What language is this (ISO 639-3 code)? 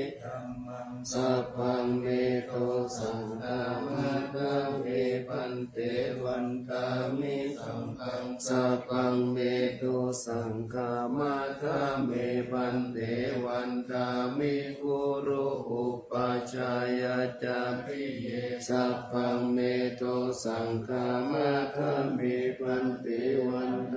pli